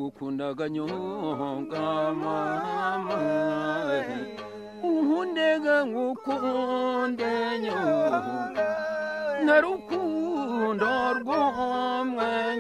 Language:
Kinyarwanda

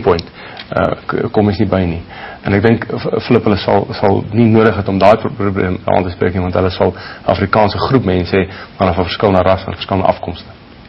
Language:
Afrikaans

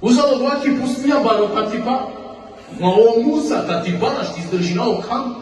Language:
Balkan Romani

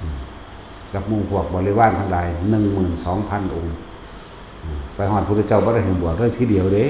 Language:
Northeastern Thai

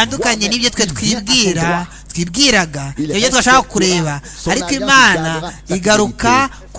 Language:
Kinyarwanda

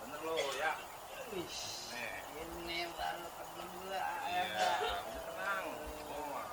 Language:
Betawi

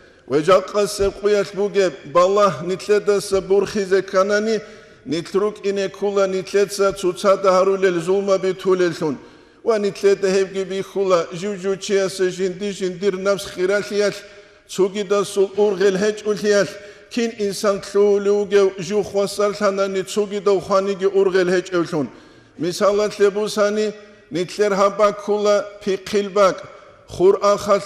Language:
Avaric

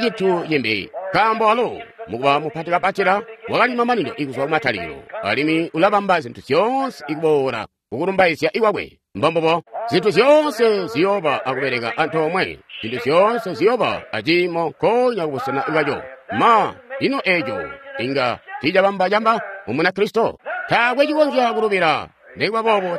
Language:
Tonga (Zambia)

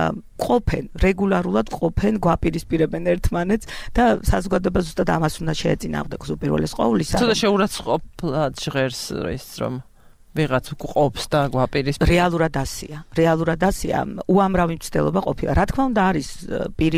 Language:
Georgian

